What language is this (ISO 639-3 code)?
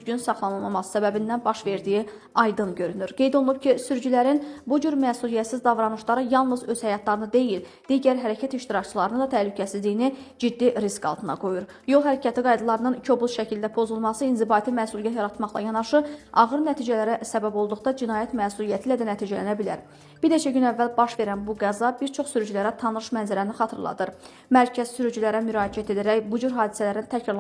aze